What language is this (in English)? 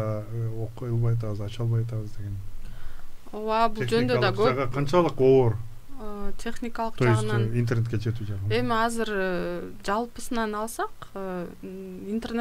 Kyrgyz